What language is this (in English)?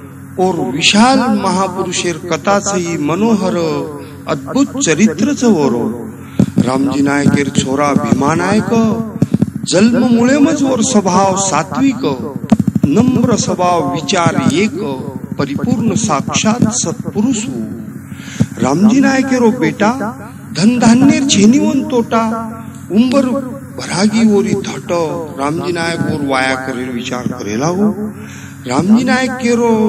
Lambadi